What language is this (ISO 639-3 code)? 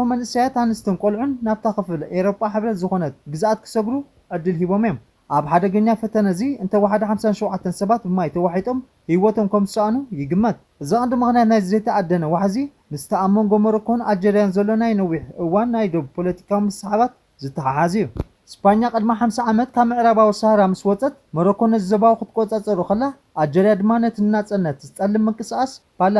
tir